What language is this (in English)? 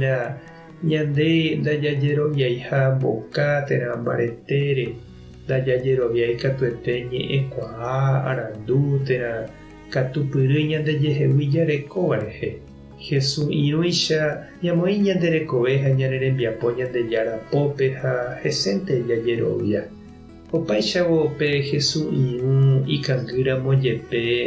Guarani